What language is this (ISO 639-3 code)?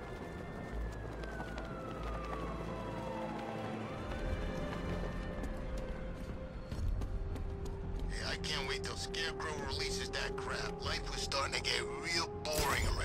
eng